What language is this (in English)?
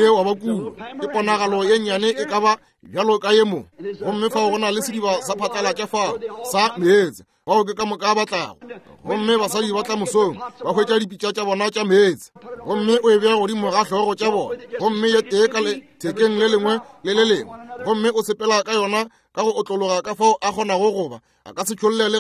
Northern Sotho